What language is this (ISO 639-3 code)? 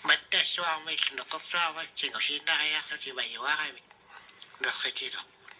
kal